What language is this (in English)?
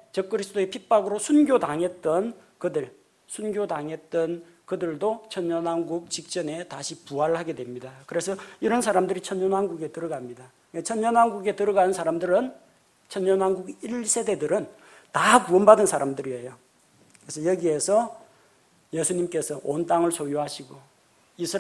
Korean